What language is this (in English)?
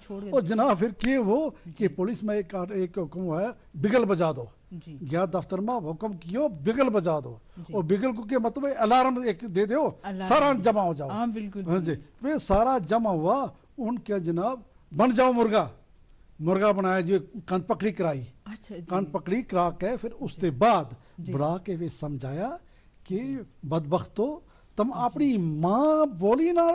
Gujari